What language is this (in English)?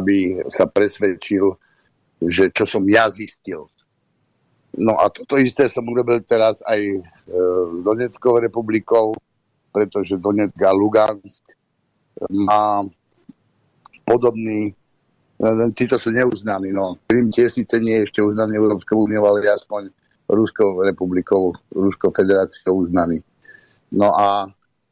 Slovak